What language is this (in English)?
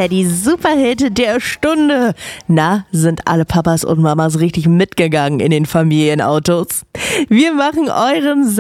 German